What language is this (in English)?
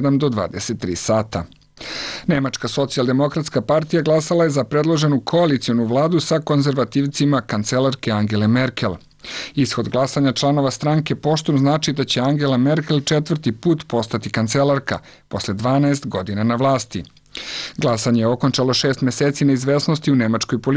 Serbian